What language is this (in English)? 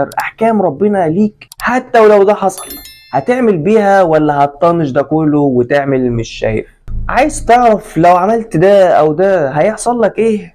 Egyptian Arabic